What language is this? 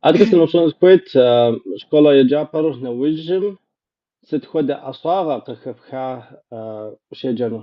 Kabardian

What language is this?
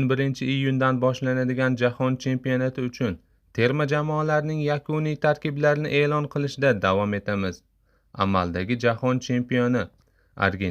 Uzbek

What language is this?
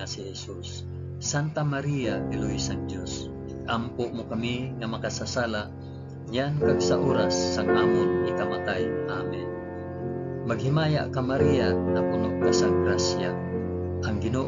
Hiligaynon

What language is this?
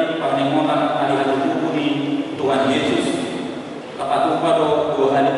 Batak Toba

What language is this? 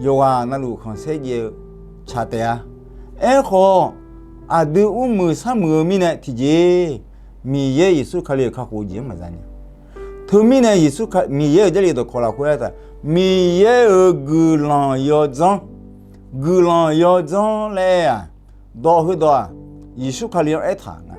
Akha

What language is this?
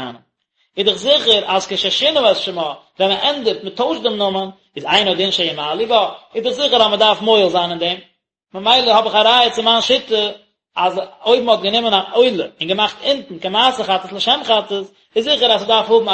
Yiddish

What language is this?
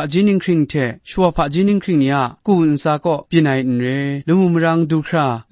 Kachin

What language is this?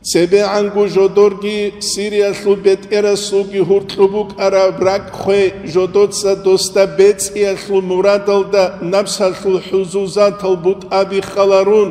Avaric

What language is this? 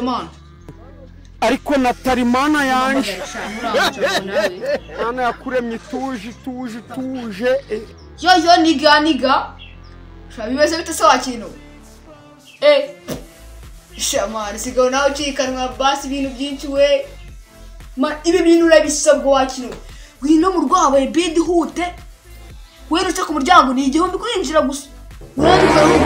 Kinyarwanda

